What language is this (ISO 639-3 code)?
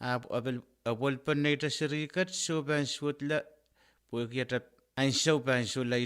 pon